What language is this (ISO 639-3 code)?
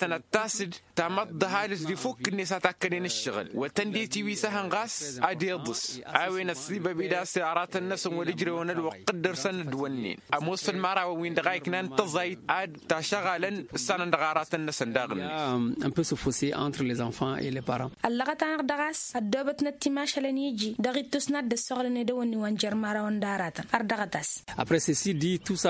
taq